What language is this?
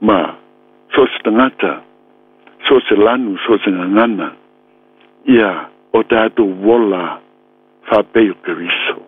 Samoan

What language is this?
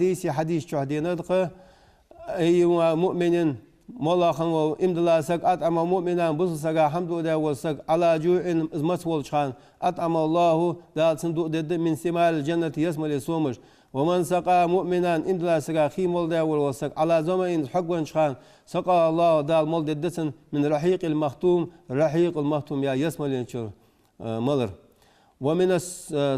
Ingush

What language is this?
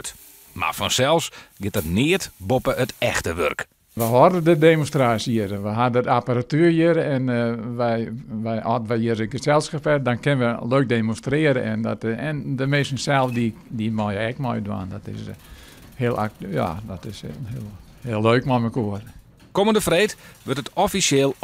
Western Frisian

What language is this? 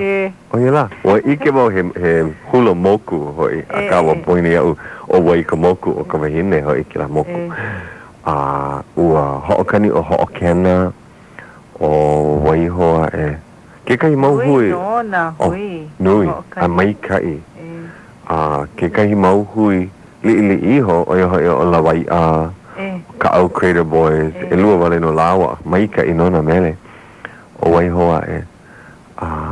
Hawaiian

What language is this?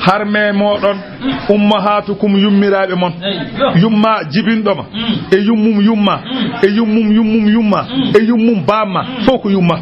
Fula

